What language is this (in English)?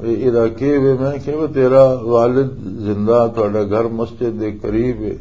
Western Panjabi